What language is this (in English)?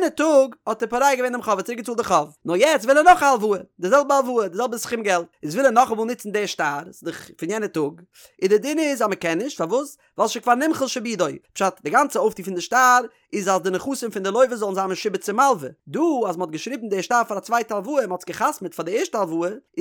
Yiddish